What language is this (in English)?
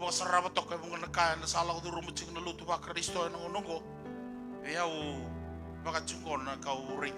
Fijian